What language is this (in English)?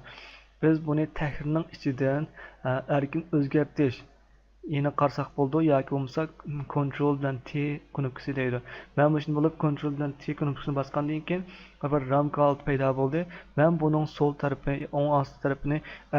Uyghur